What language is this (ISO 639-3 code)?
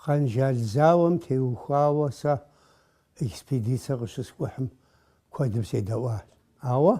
kbd